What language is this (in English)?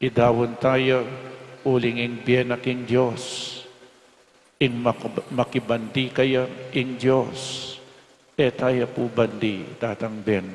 Pampanga